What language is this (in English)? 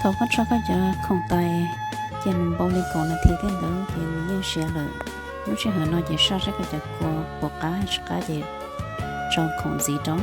Hmong